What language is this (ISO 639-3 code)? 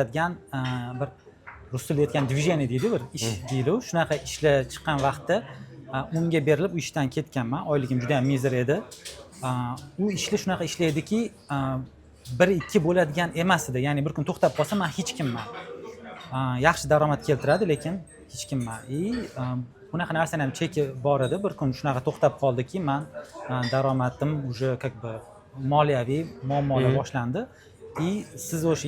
uzb